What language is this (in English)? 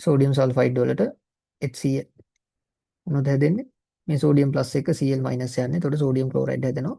Sinhala